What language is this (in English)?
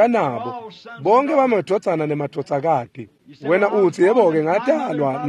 Swati